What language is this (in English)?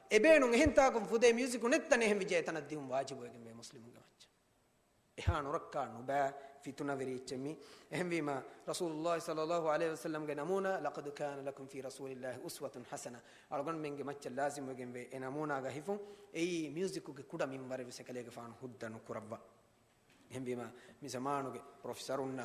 Divehi